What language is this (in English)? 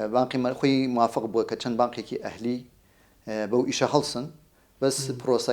Central Kurdish